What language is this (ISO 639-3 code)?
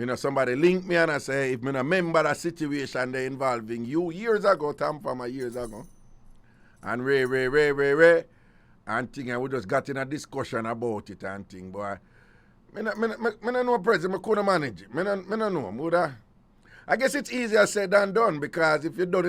jam